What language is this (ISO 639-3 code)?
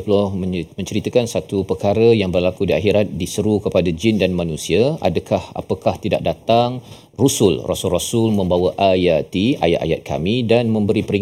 msa